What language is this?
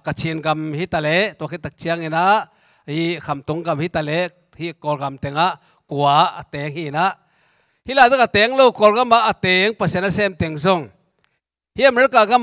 Tedim Chin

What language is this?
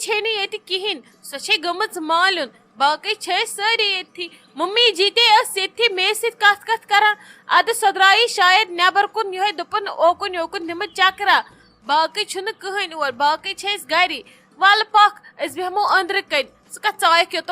Kashmiri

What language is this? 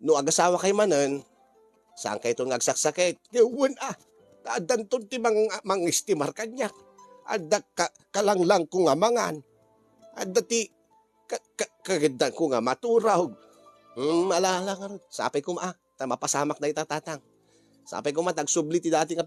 Iloko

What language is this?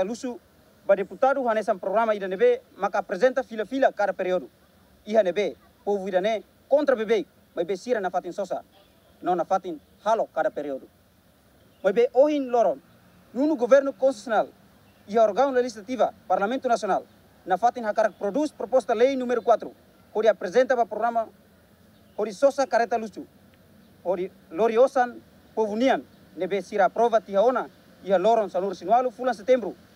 Tetum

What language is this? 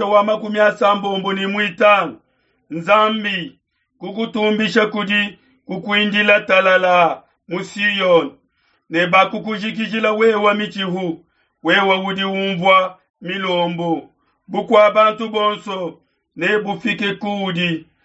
Luba-Lulua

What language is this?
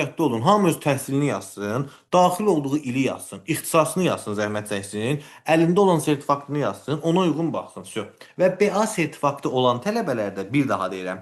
Azerbaijani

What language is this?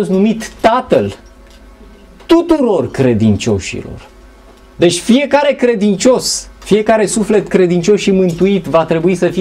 Romanian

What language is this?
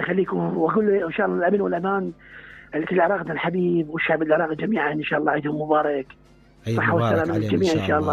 Mesopotamian Arabic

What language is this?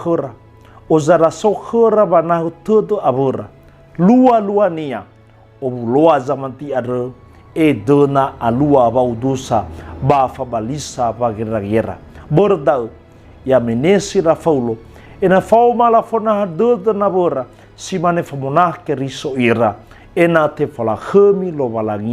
Nias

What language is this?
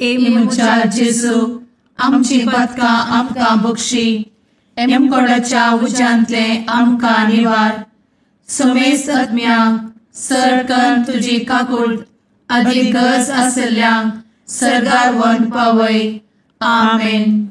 Konkani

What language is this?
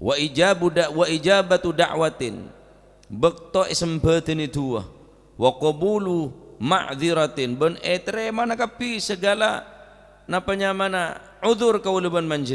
Madurese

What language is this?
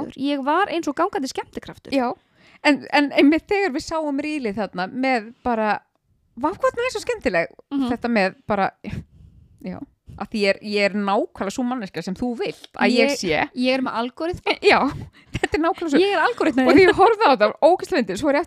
Icelandic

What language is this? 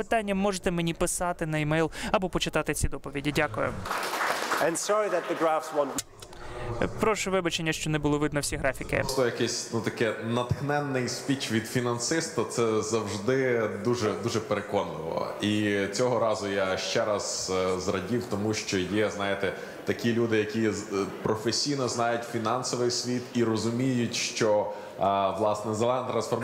Ukrainian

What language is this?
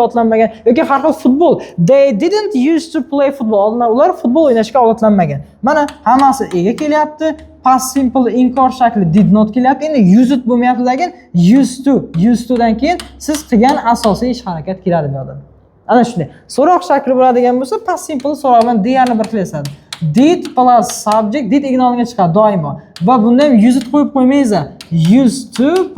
Uzbek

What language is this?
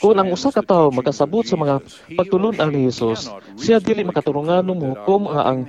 Cebuano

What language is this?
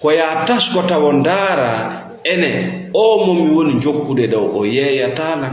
Fula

